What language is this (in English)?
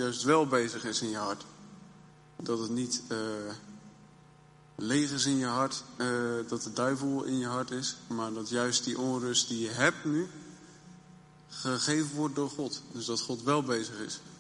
Dutch